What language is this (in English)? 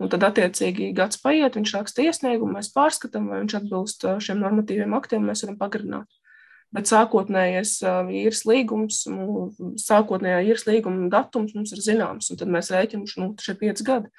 Latvian